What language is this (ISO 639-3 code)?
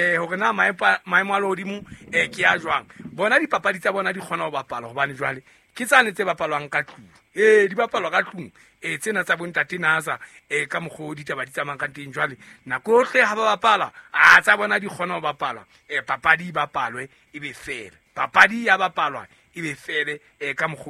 sot